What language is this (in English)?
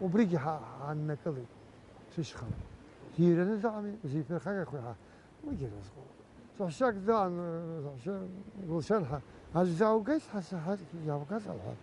Abkhazian